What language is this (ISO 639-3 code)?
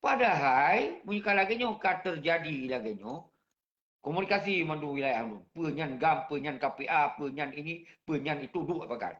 ace